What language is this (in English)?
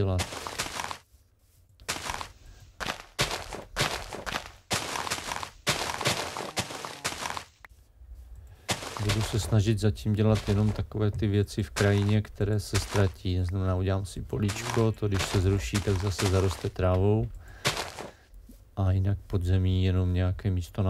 Czech